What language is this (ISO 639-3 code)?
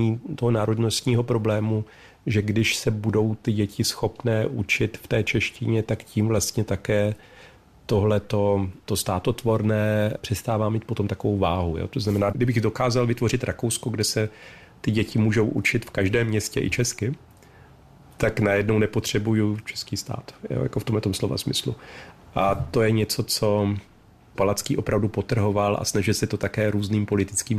ces